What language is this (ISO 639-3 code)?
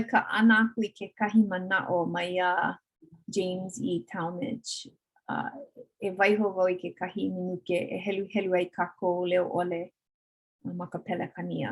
haw